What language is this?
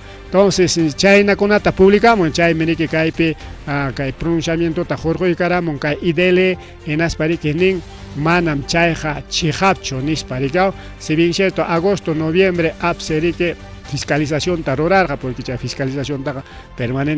Ayacucho Quechua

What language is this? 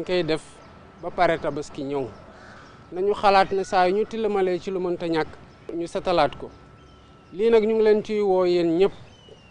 Wolof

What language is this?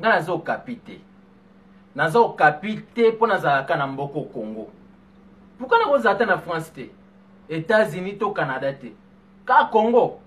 Lingala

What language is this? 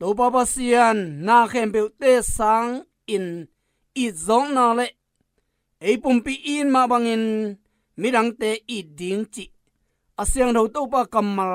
Tedim Chin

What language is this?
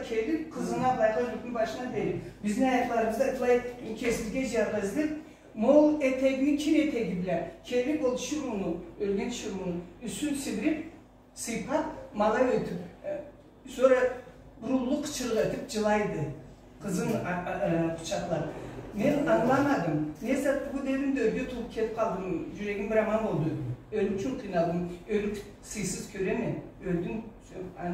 Karachay-Balkar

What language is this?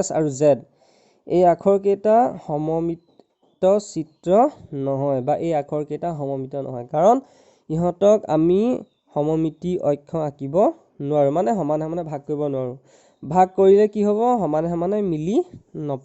Assamese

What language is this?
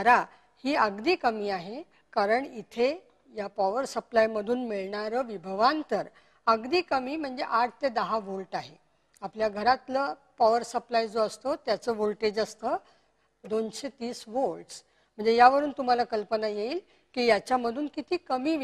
Marathi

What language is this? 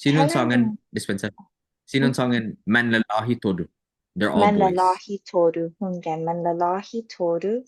Chamorro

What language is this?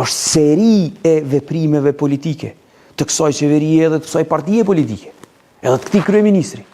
Albanian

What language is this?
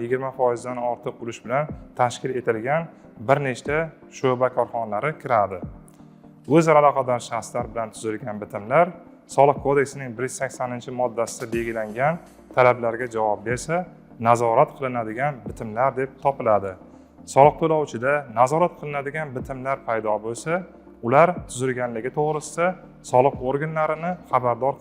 Uzbek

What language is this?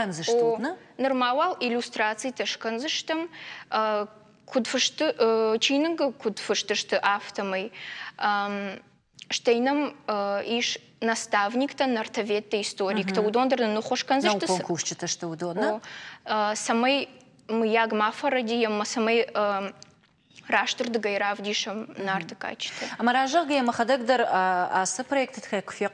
Ossetic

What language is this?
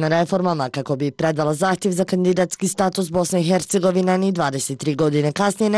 Croatian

